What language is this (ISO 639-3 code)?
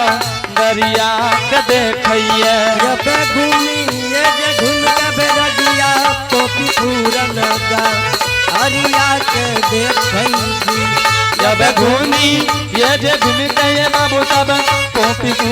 anp